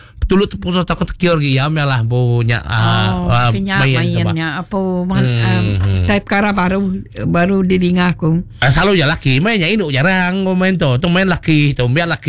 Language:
Iban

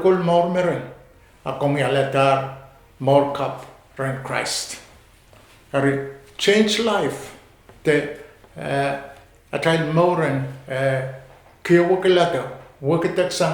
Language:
Pohnpeian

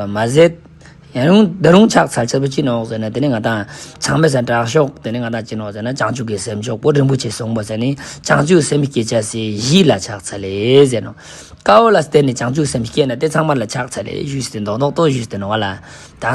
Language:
Tibetan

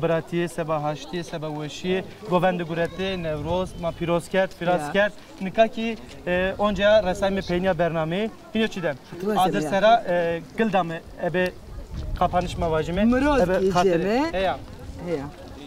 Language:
Zaza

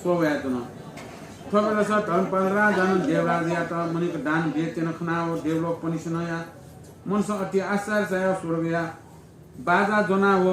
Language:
Newari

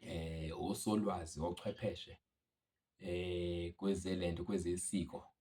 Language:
Zulu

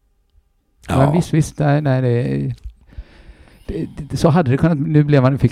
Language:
Swedish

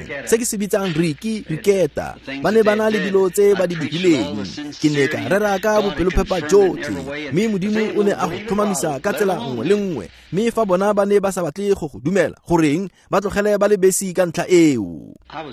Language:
Tswana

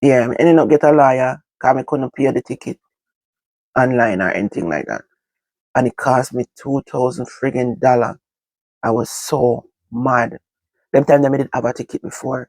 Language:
Jamaican Creole English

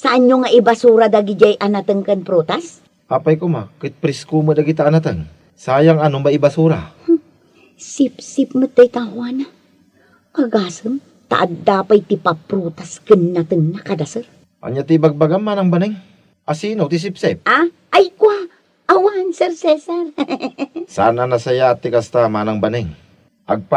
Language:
Iloko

